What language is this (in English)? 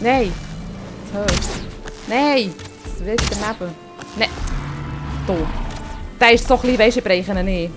Swiss German